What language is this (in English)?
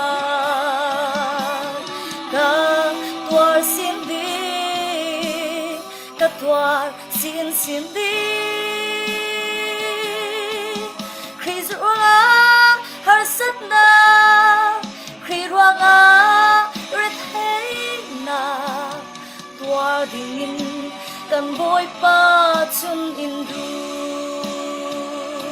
Falam Chin